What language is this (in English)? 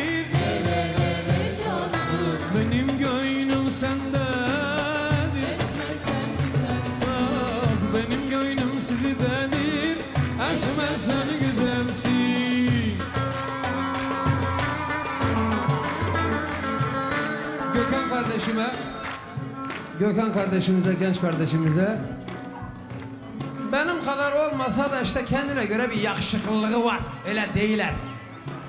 Turkish